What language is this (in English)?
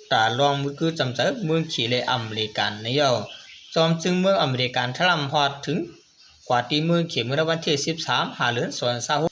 Shan